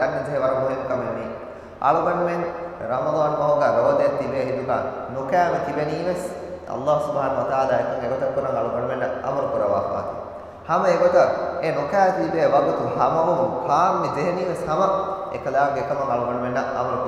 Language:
Divehi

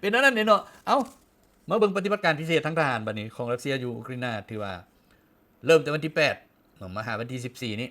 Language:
Lao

